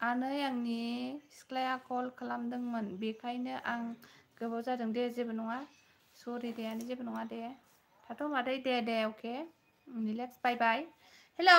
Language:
Bodo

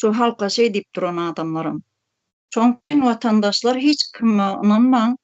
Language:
Turkmen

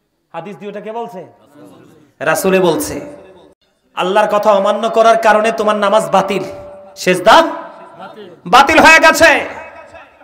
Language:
Bangla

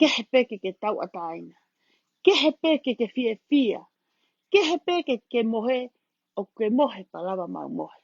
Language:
Tongan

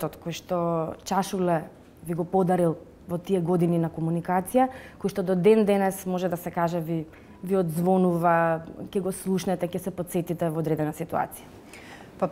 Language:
Macedonian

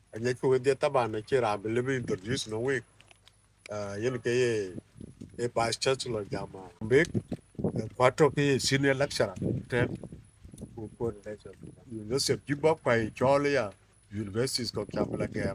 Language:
Dinka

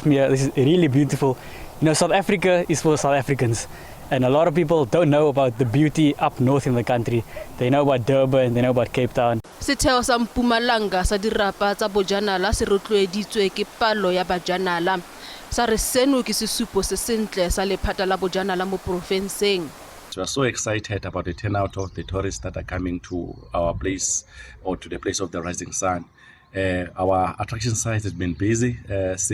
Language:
Tswana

